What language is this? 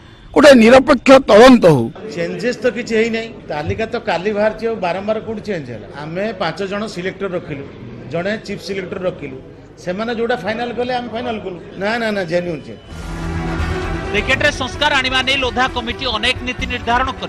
Odia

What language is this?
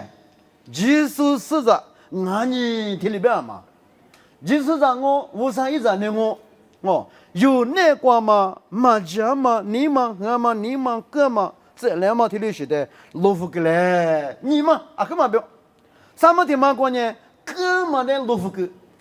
Lisu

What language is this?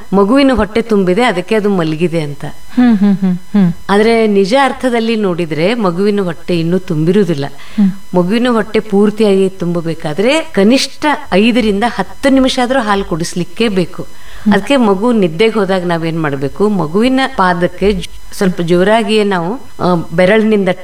Kannada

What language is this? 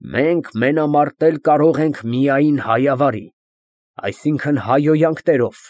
Armenian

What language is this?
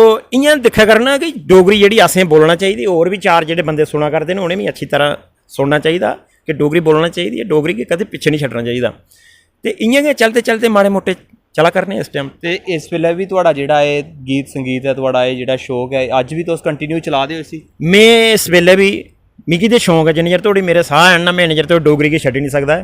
Dogri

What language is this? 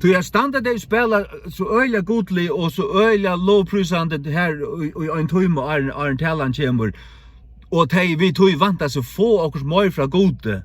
Faroese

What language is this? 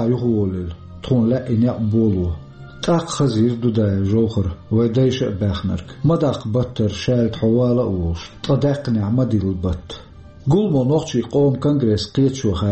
Chechen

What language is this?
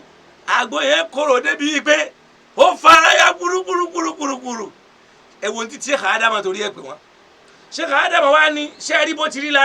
Yoruba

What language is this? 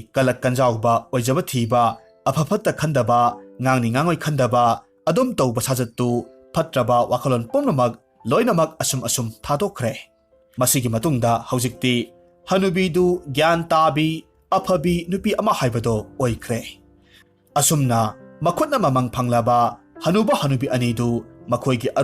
Manipuri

